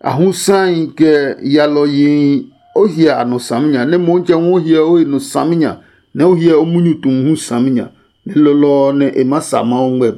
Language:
Adangme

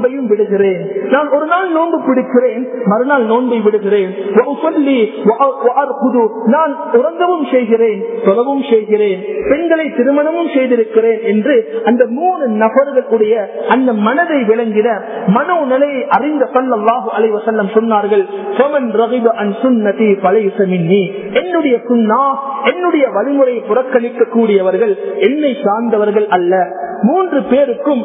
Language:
Tamil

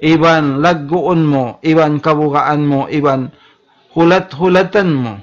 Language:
Tausug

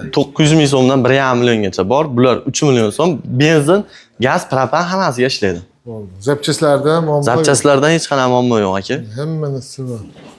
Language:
Uzbek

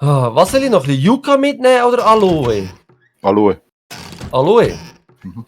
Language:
Swiss German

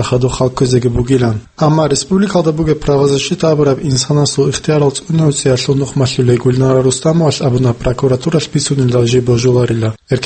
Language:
Avaric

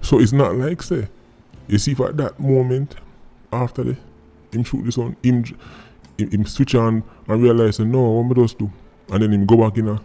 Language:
Jamaican Creole English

